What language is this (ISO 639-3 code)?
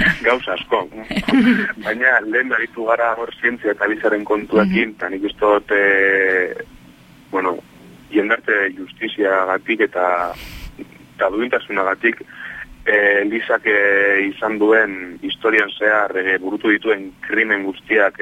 eus